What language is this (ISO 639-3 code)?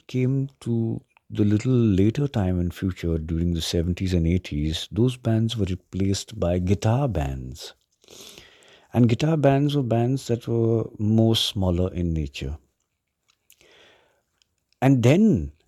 eng